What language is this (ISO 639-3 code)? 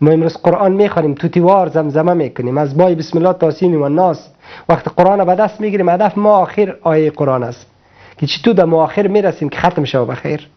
fas